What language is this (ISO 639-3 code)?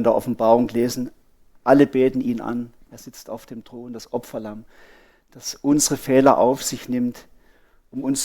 gsw